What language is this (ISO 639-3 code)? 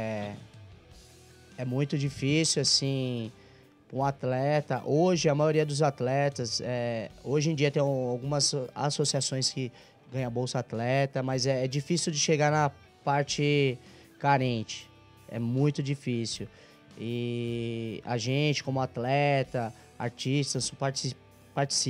por